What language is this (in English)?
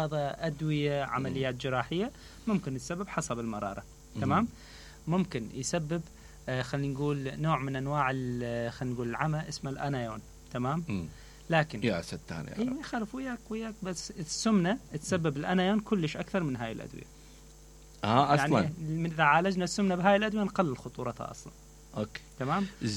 Mesopotamian Arabic